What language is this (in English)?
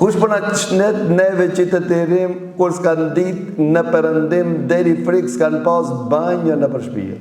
Albanian